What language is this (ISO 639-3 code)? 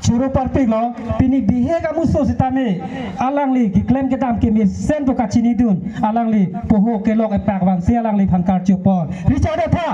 mjw